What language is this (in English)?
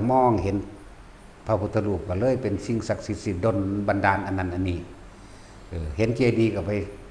Northeastern Thai